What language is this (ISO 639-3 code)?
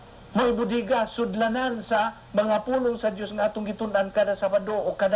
ceb